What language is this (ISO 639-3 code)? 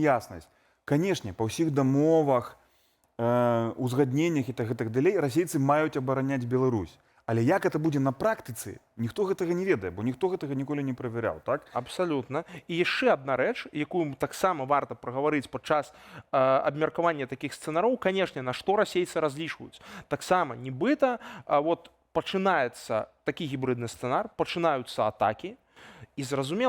bel